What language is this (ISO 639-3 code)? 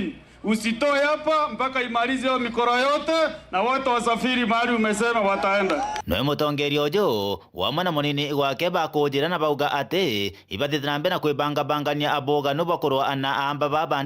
mer